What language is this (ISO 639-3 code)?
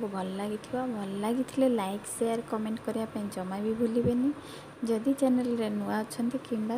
ori